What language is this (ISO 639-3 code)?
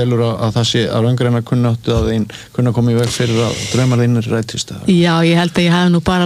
isl